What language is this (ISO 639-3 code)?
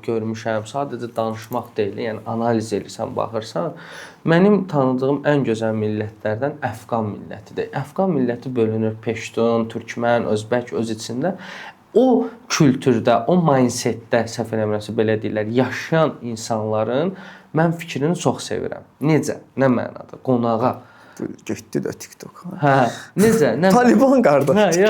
aze